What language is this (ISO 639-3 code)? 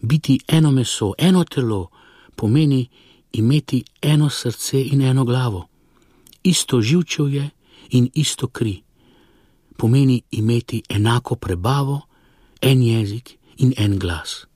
slv